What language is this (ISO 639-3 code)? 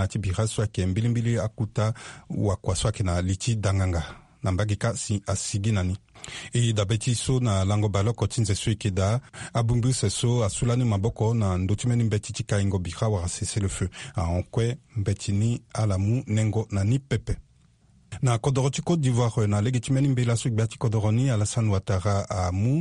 sag